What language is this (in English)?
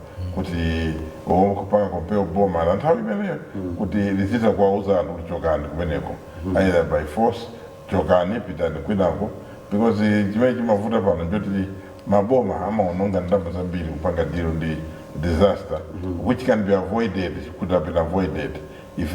Nyanja